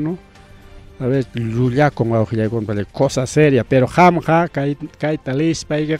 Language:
Ayacucho Quechua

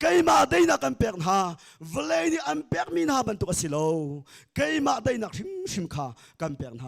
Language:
Hakha Chin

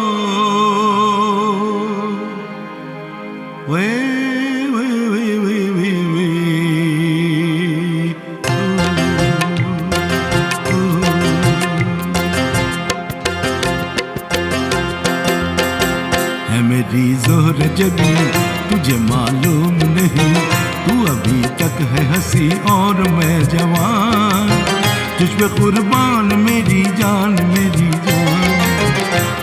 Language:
Hindi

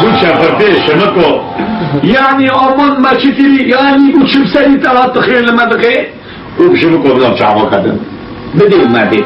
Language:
Kurdish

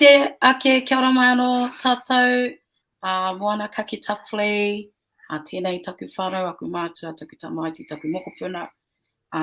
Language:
Māori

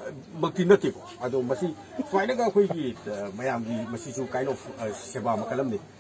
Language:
Manipuri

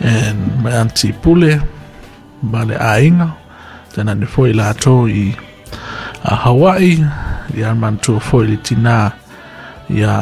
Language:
Samoan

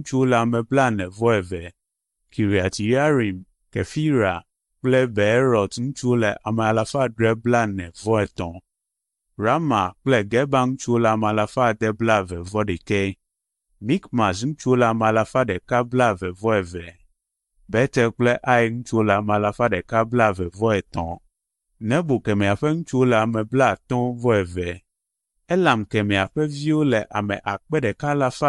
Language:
Ewe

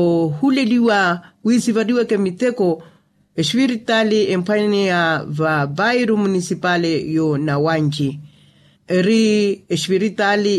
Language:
Makhuwa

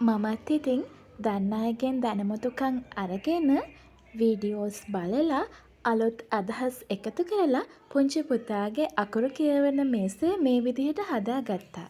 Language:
Sinhala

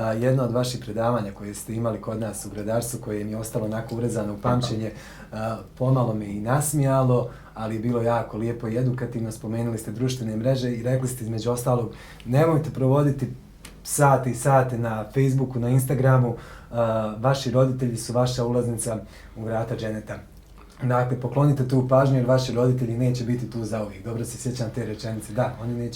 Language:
Bosnian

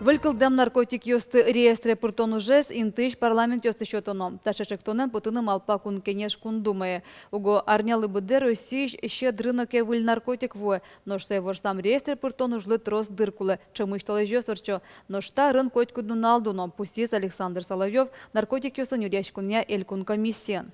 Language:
Udmurt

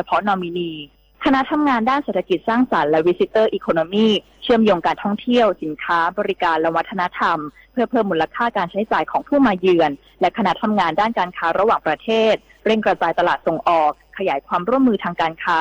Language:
Thai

